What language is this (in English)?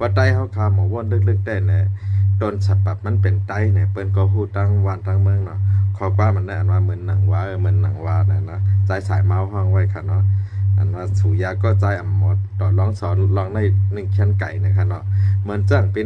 Shan